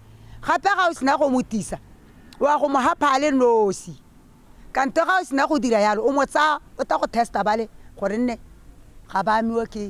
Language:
Tswana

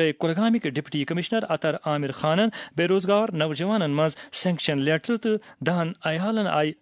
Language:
Kashmiri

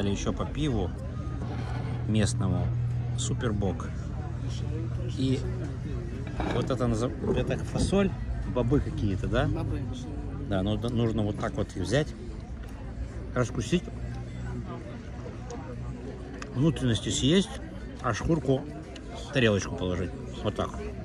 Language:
Russian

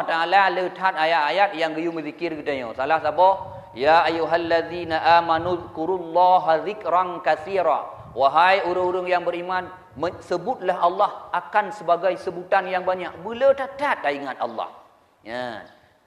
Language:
Achinese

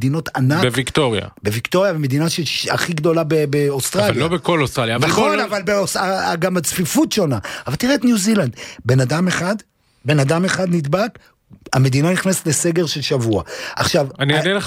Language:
Hebrew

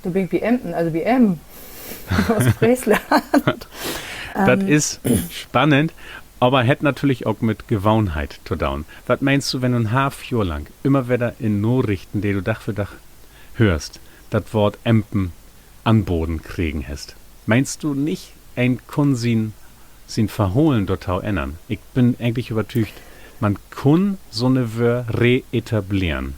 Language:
Low German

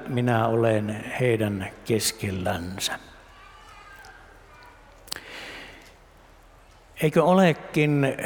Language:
Finnish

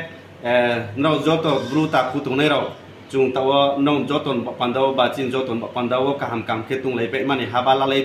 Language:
Riang (India)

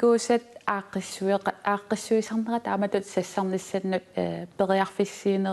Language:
Kalaallisut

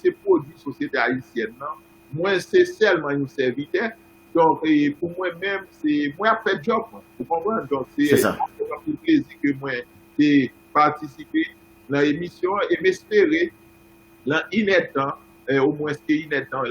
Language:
Haitian Creole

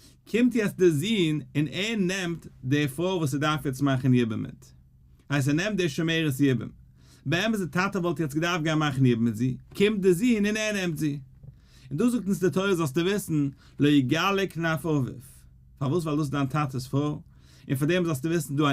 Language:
Yiddish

